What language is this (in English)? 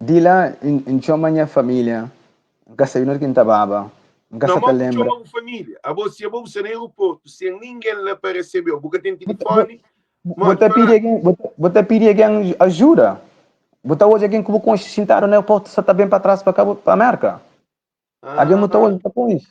Kabuverdianu